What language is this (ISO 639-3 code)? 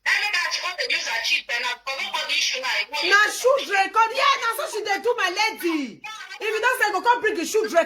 pcm